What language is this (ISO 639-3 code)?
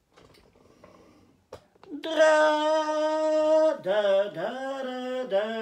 nld